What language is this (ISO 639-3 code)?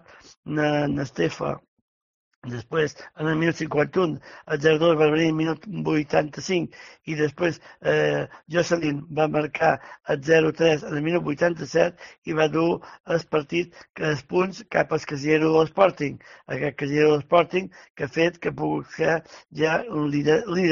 cat